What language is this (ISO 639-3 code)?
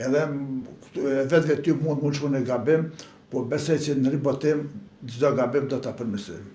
sqi